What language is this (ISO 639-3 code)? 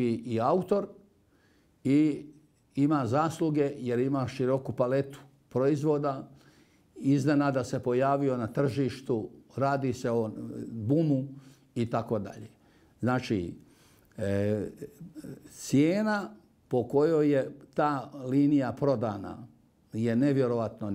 bos